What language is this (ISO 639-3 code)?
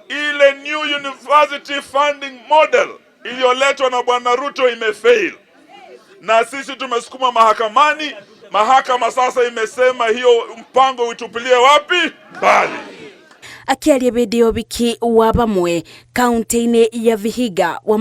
kik